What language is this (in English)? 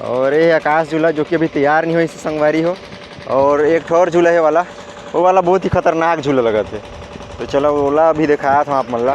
Chhattisgarhi